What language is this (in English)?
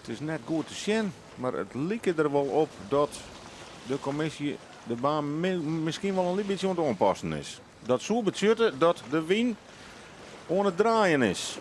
Western Frisian